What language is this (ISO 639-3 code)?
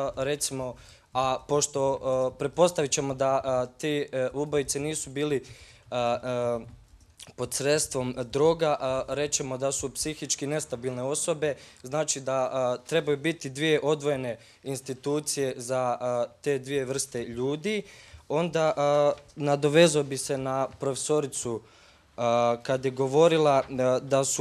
bos